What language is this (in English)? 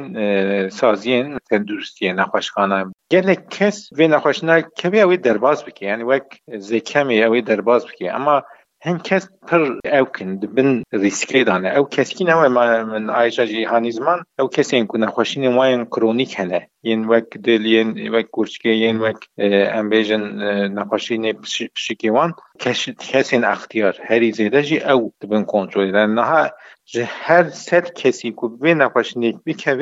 Kurdish